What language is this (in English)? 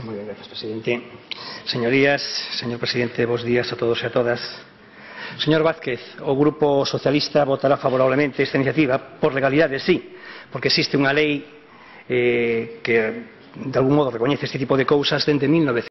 Galician